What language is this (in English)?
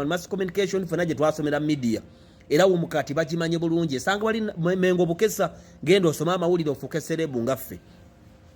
Ganda